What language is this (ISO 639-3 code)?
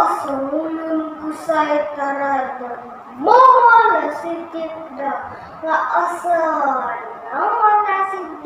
dtp